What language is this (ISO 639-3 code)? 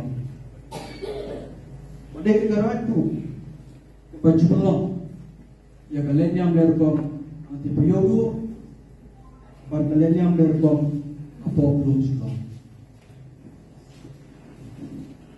msa